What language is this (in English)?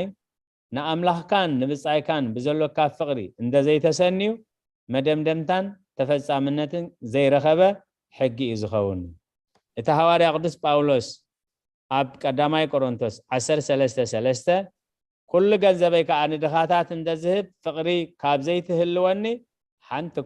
Tigrinya